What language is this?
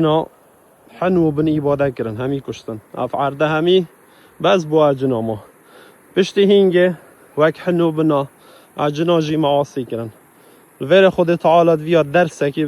Kurdish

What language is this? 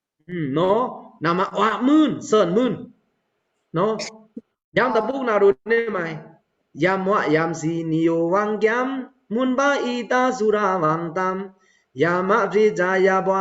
Pa'o Karen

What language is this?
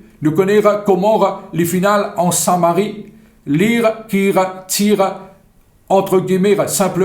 Morisyen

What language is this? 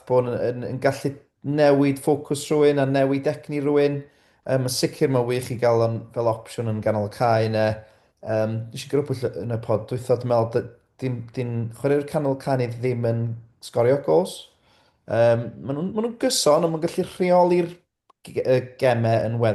Welsh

